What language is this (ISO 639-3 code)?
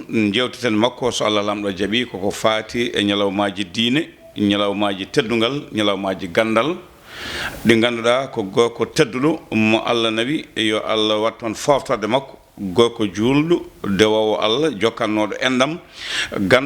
ful